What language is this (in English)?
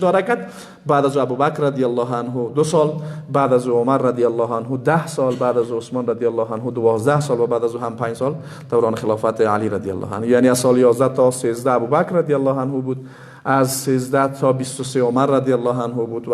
Persian